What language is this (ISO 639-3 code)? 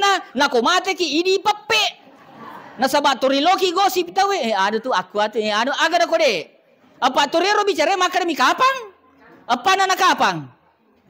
bug